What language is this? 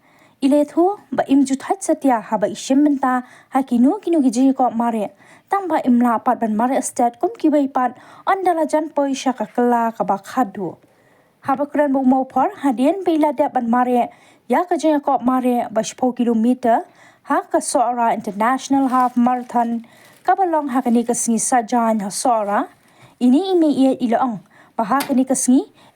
Khasi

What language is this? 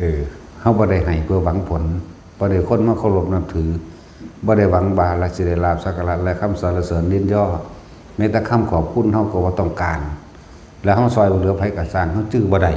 Northeastern Thai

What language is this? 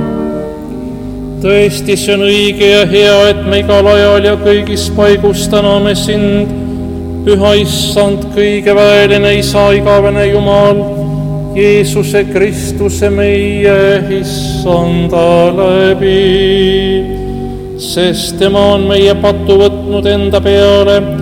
Estonian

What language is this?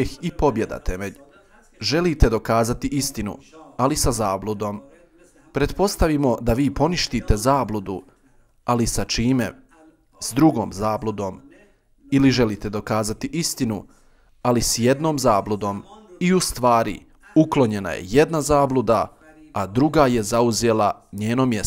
Bosnian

